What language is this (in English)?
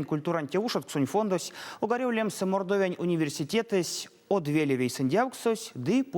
Erzya